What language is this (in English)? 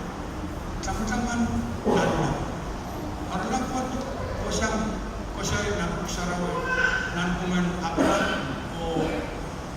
Pohnpeian